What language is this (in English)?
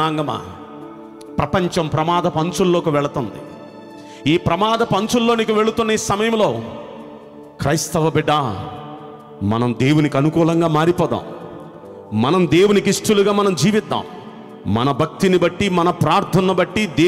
Telugu